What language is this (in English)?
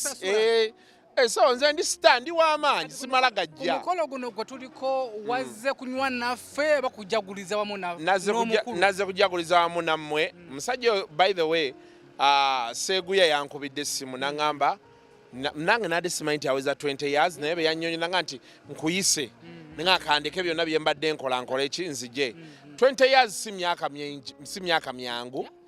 Ganda